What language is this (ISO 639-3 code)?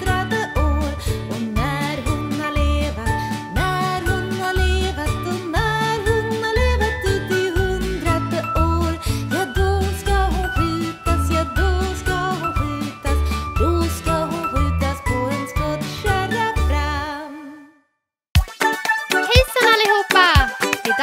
swe